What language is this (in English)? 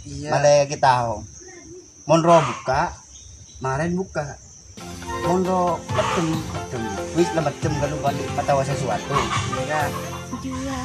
Madurese